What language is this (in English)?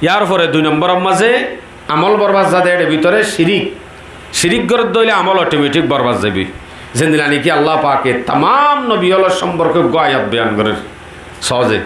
Rohingya